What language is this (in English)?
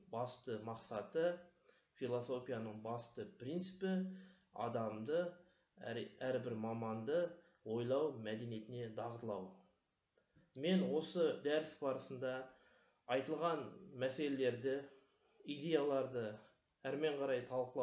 Kazakh